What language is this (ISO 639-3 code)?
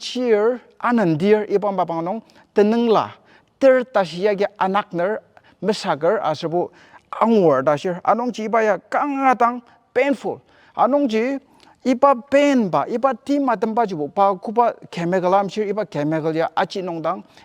njo